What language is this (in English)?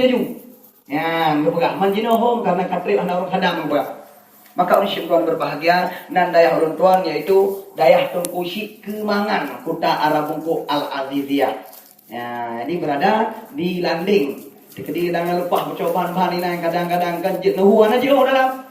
Achinese